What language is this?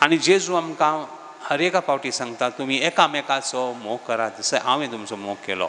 Konkani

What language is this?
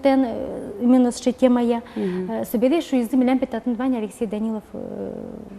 Udmurt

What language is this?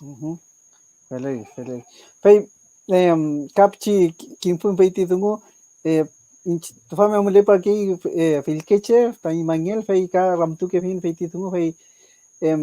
Mapuche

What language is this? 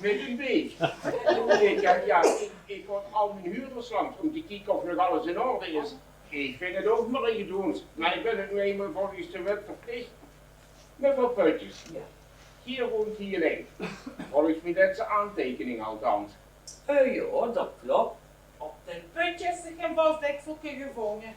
Limburgish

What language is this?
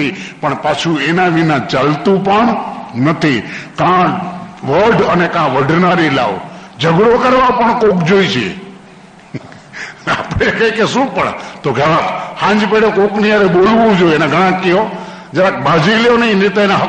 Gujarati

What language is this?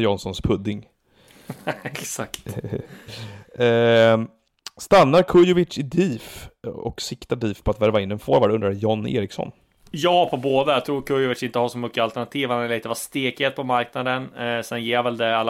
Swedish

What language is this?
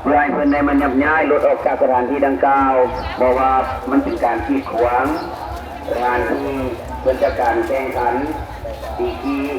Lao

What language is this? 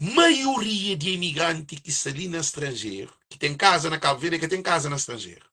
Kabuverdianu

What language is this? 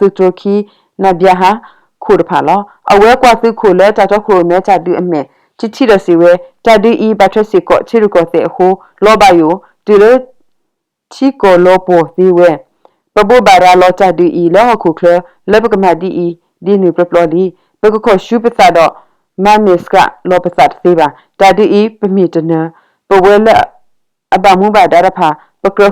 S'gaw Karen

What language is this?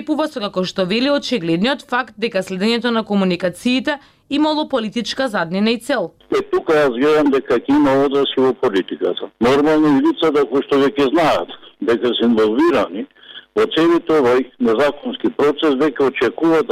Macedonian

